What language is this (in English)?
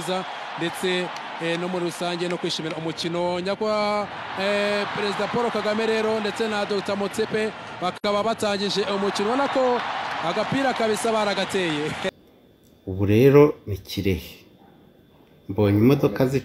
Kinyarwanda